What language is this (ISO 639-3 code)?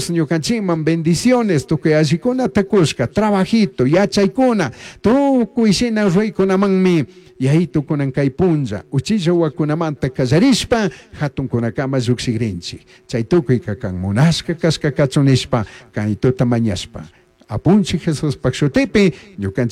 qug